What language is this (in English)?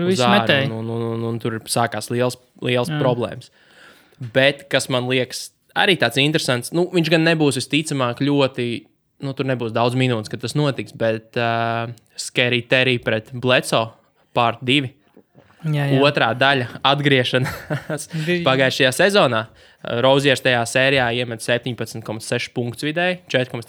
Latvian